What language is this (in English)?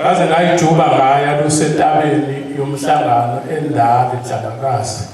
Zulu